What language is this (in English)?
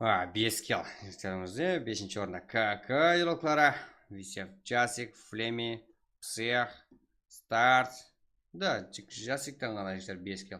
Kara-Kalpak